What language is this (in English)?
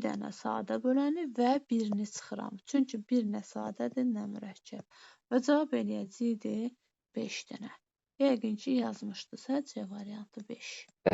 Azerbaijani